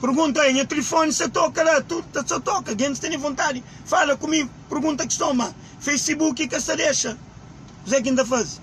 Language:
Kabuverdianu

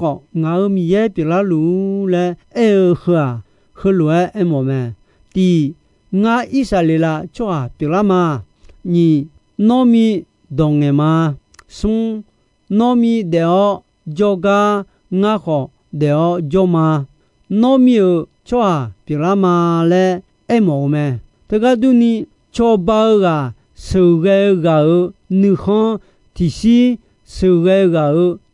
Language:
Akha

